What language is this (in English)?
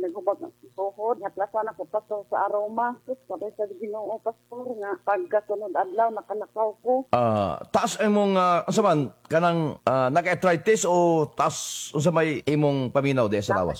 Cebuano